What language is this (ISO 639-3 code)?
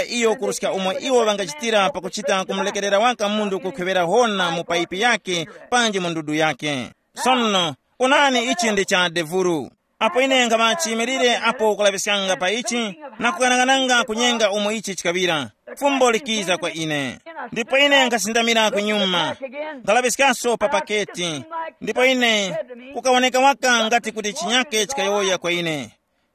tum